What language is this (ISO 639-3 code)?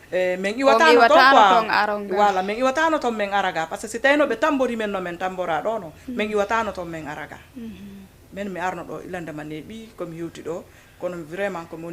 ful